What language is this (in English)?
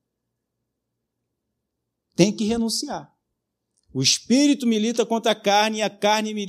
Portuguese